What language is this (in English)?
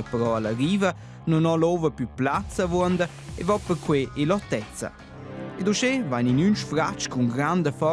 Romansh